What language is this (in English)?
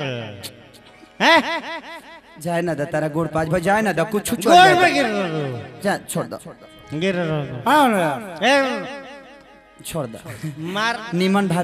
Bhojpuri